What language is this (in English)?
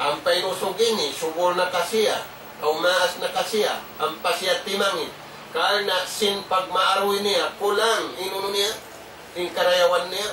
Tausug